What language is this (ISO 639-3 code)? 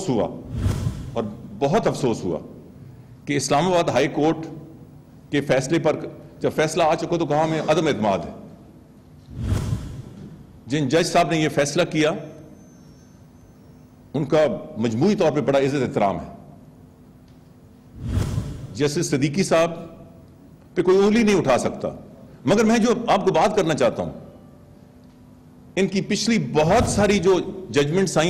urd